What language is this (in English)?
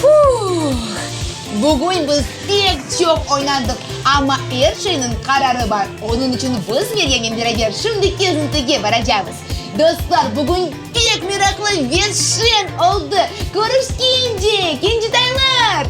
Crimean Tatar